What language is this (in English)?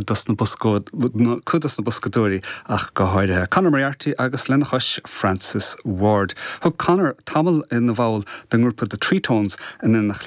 Irish